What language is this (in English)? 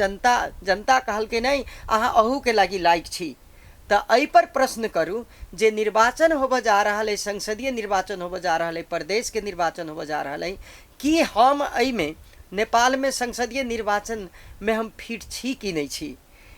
Maithili